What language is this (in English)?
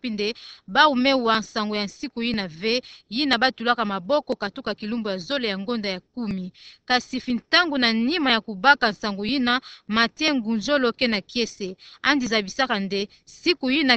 Kituba (Democratic Republic of Congo)